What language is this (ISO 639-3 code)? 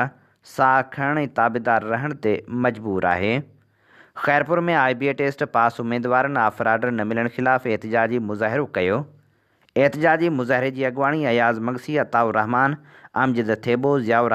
snd